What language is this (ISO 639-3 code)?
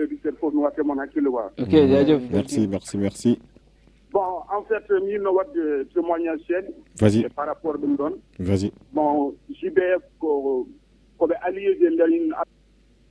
ful